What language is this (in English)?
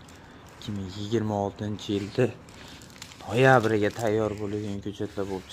Uzbek